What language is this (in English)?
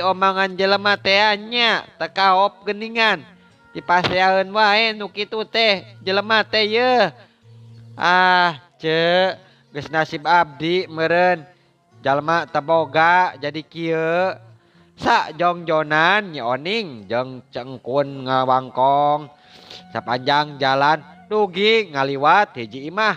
Sundanese